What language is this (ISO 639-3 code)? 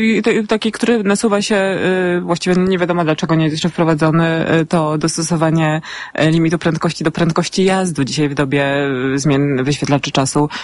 pol